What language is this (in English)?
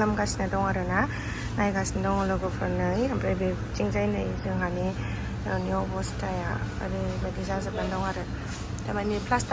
Bodo